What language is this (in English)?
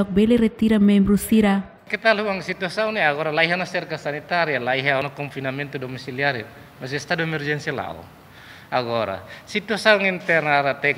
Tetum